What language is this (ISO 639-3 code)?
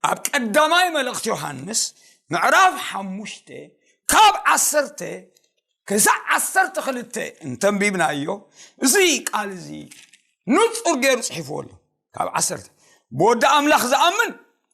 tir